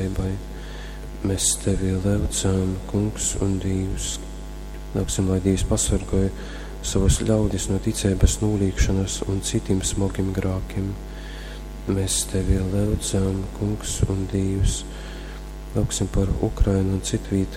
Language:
Latgalian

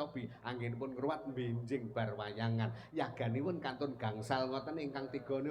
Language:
Javanese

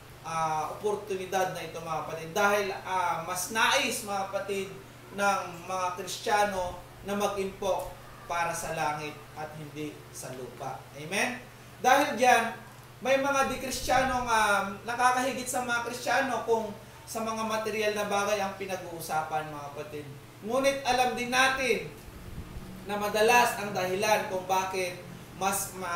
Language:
Filipino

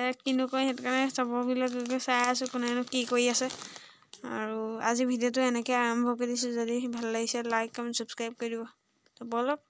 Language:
Assamese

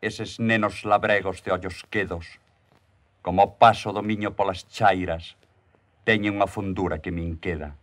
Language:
Galician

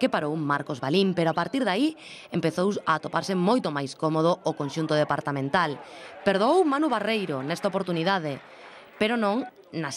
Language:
Galician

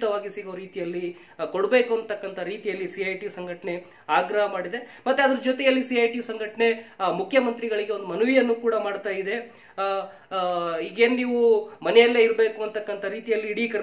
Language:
Kannada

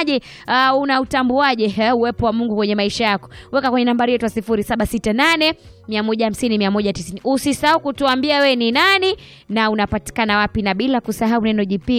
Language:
Swahili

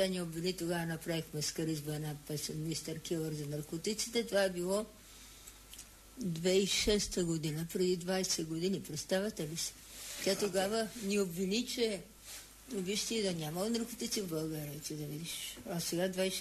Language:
Bulgarian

